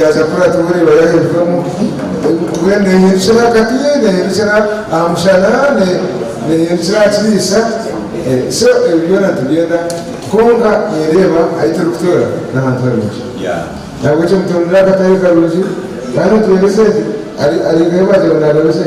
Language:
Nyankole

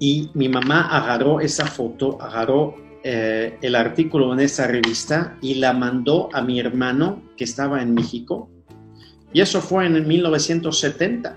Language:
Ladino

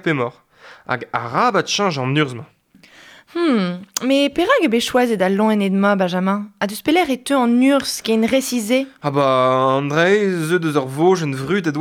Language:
Breton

